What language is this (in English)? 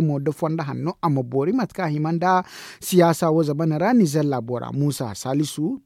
Zarma